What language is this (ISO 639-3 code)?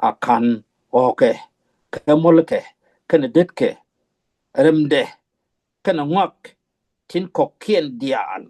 nus